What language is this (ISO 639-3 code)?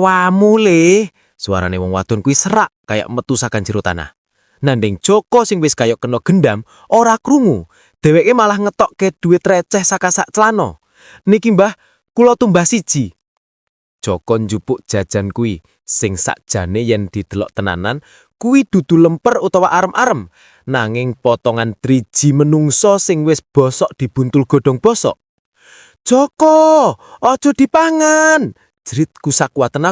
jav